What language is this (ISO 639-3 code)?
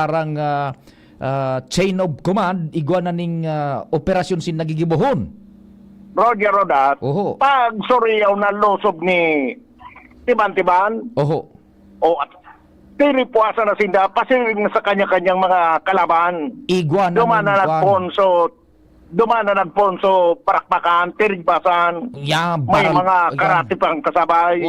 bik